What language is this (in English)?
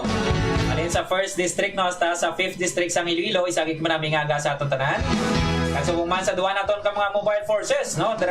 Hiligaynon